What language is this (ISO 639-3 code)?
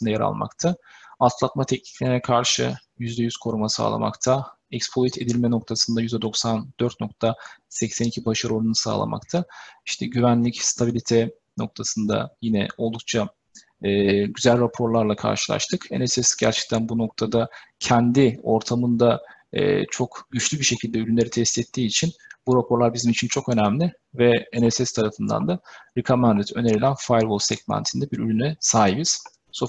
tur